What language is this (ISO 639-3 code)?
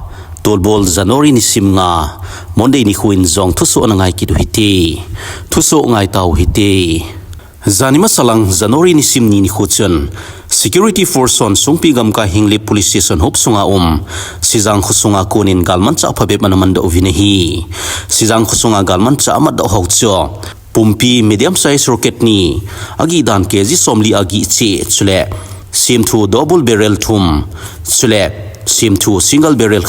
tcz